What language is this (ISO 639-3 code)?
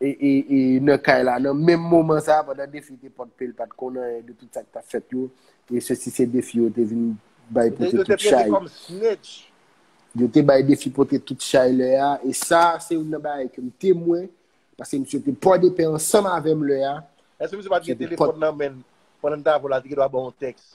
hat